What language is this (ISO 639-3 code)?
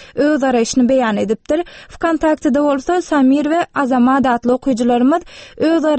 tuk